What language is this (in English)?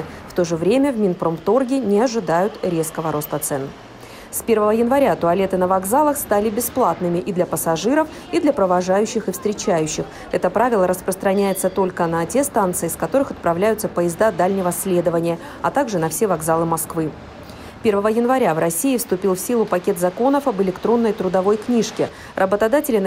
Russian